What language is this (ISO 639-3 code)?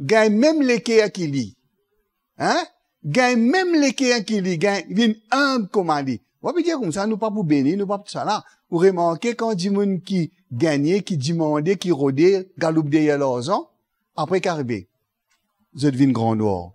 mfe